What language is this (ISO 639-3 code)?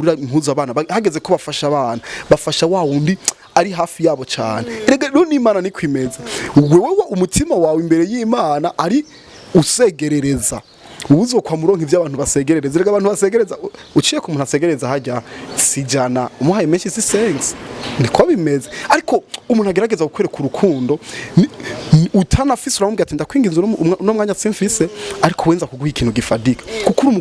run